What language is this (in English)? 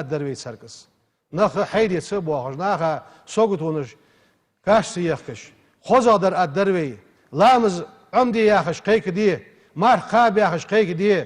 Ingush